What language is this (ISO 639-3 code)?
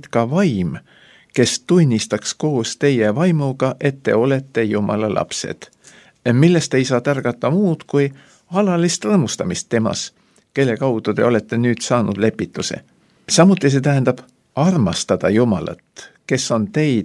est